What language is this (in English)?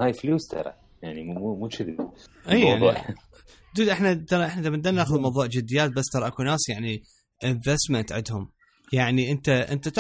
Mesopotamian Arabic